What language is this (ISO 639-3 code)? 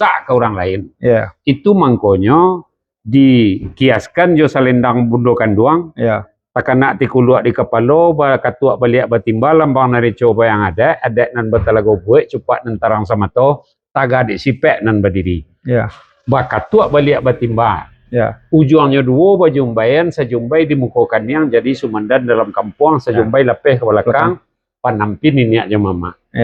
min